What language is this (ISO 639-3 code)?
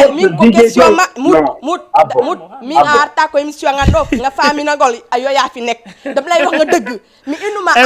ful